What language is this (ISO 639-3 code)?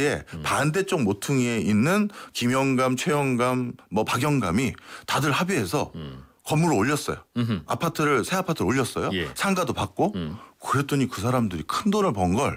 kor